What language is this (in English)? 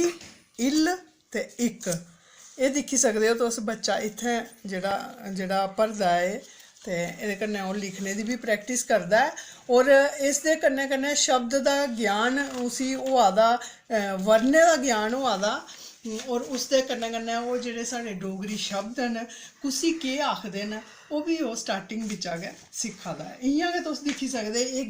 Dogri